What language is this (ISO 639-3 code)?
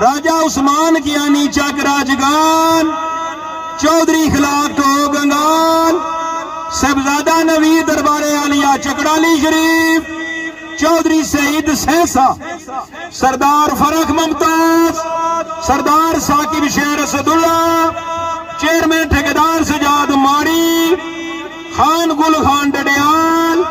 phr